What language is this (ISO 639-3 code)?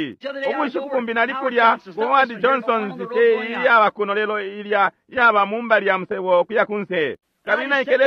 bem